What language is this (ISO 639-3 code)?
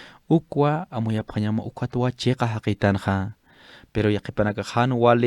aym